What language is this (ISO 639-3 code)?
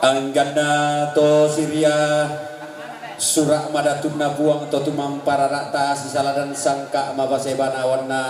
sda